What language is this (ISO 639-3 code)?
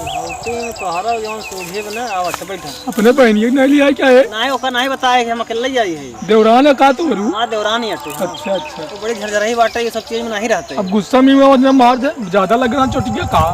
awa